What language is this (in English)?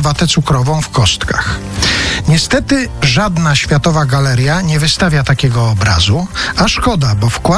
Polish